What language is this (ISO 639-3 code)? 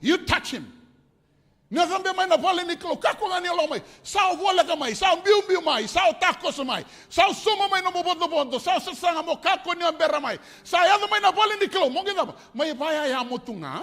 fij